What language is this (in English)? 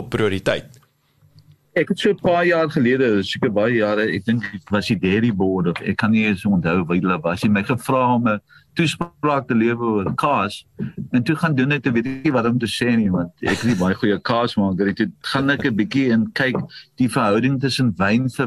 Afrikaans